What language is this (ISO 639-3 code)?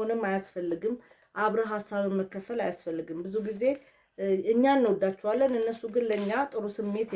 amh